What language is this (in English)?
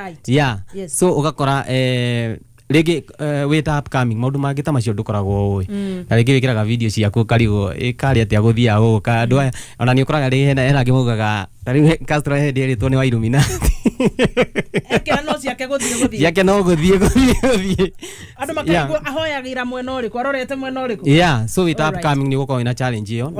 Kikuyu